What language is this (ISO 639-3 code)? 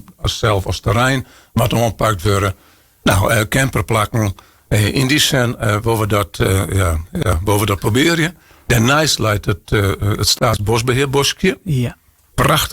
fry